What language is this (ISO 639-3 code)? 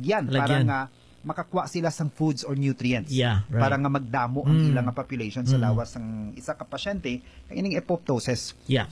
hil